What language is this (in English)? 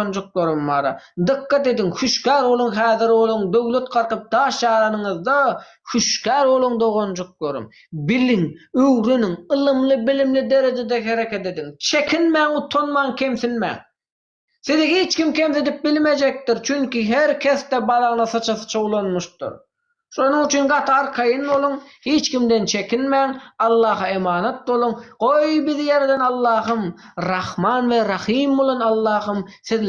Turkmen